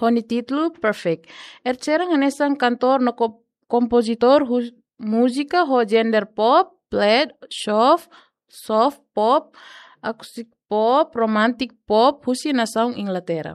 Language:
Tetum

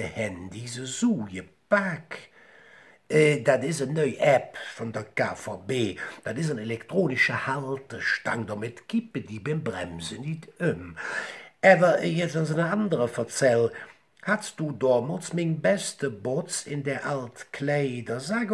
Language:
Colognian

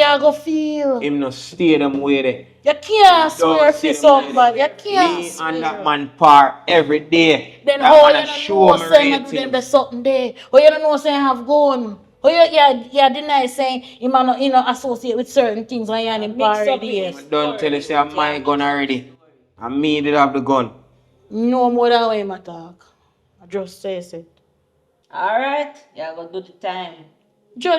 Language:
Jamaican Creole English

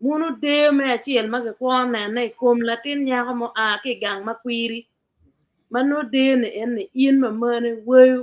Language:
Acoli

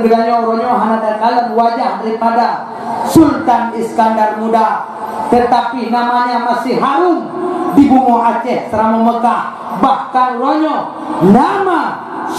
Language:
Achinese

